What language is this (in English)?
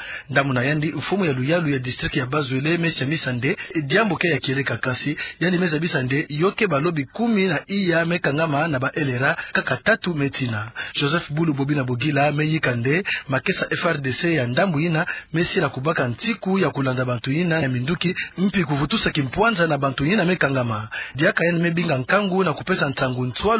Kituba (Democratic Republic of Congo)